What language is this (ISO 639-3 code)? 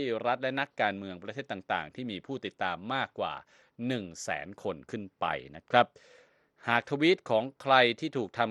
tha